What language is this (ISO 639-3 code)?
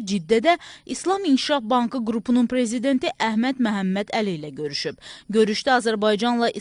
azb